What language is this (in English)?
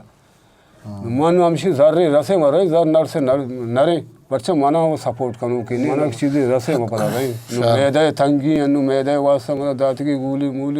Eastern Balochi